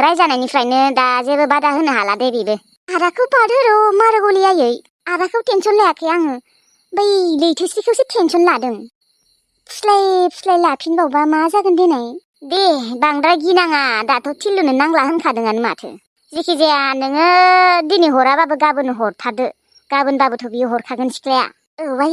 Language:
Bodo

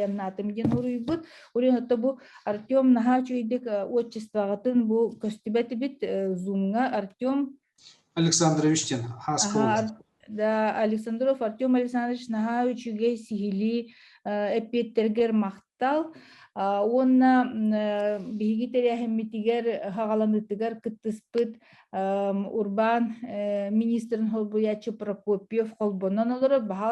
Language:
Yakut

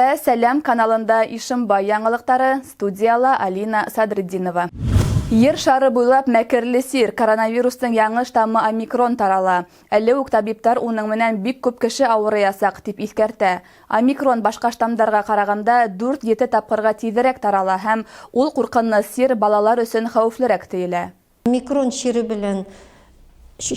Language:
Bashkir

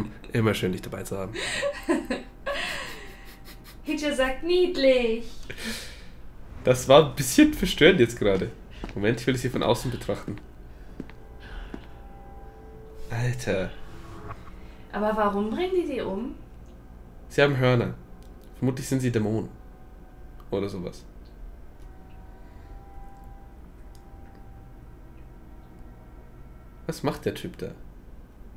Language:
German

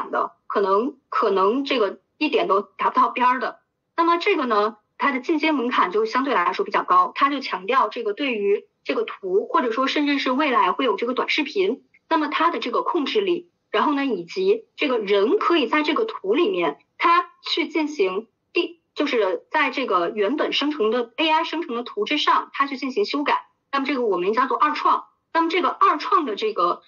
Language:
Chinese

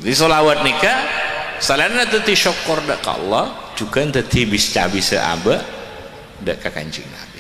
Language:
Madurese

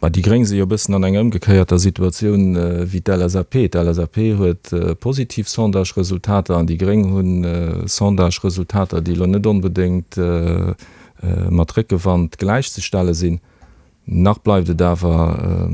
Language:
Luxembourgish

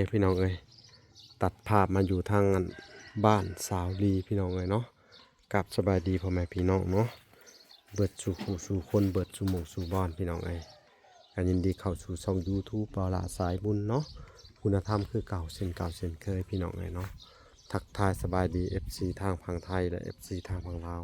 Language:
Lao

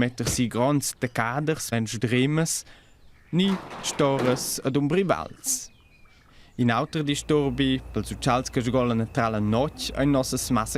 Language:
Romansh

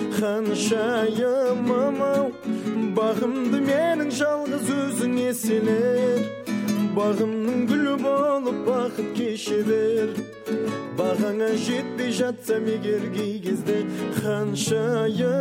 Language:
Kazakh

